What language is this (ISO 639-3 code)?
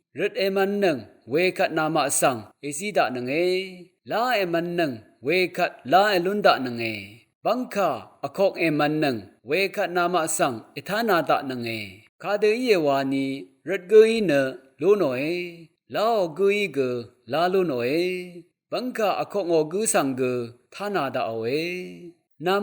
raw